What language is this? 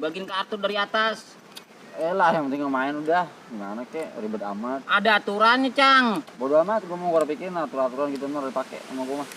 Betawi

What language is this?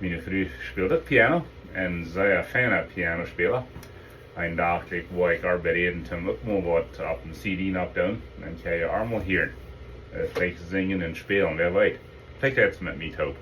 Plautdietsch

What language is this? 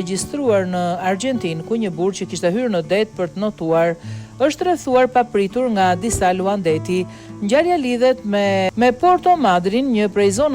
Albanian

